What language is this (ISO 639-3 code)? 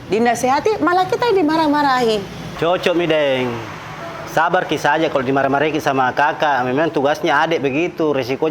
mfp